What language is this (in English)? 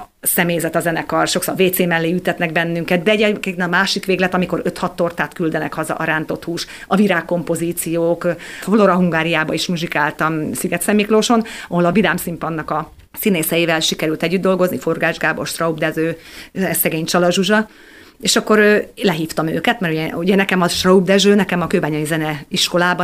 Hungarian